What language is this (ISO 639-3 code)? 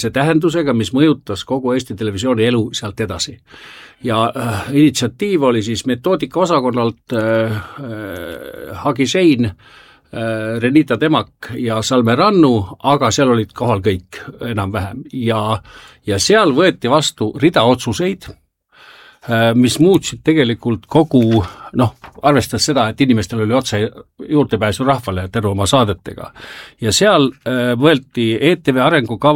est